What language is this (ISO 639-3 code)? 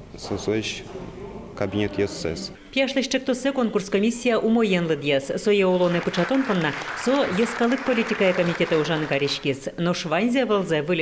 udm